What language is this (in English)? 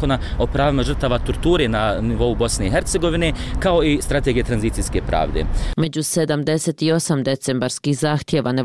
Bosnian